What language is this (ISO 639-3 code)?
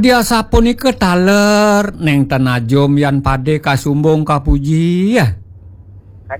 ban